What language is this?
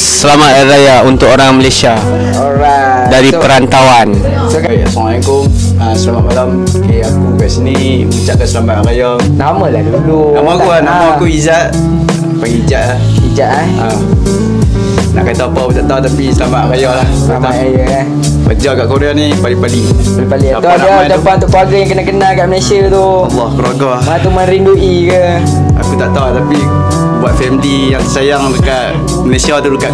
Malay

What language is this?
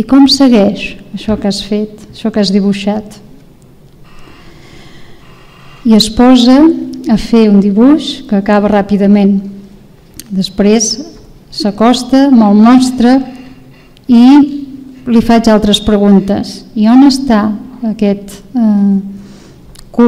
Catalan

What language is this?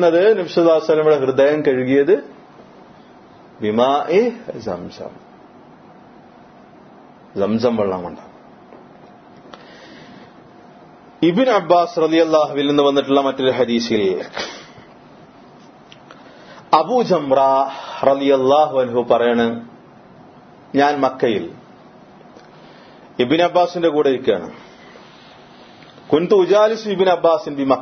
Malayalam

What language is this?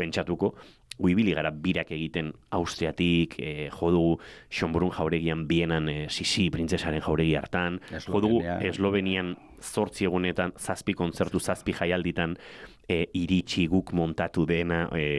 Basque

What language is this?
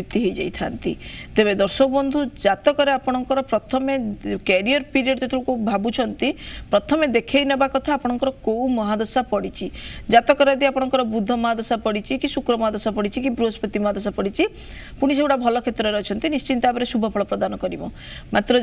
Odia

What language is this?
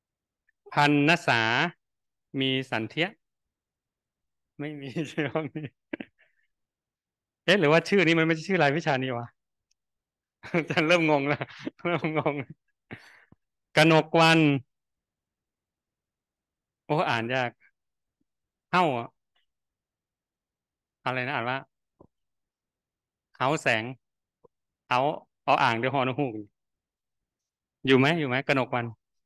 Thai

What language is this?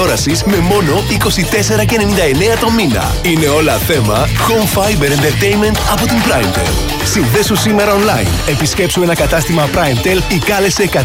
Greek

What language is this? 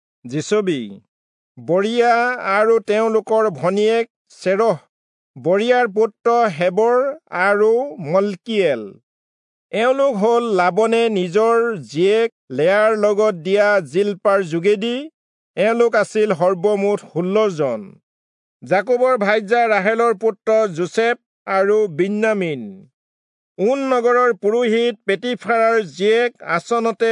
Assamese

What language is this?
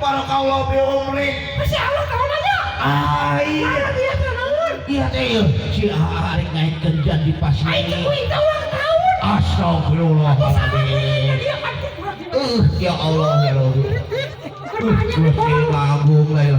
Sundanese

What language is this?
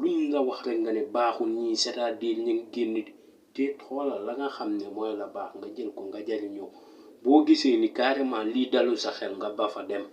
Wolof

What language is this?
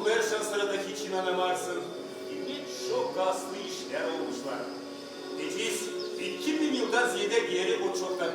Gagauz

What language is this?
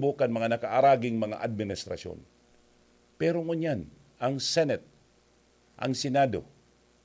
Bikol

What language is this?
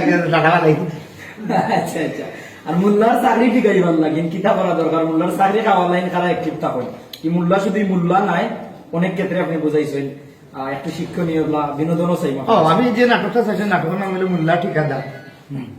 Sylheti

